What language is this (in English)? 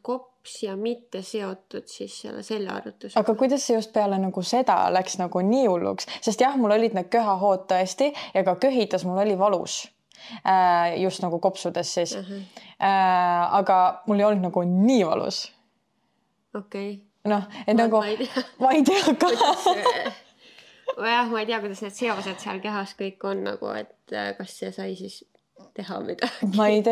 Estonian